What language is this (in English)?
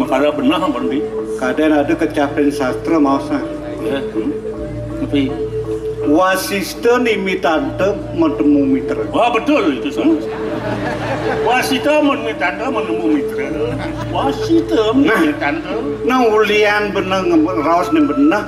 Balinese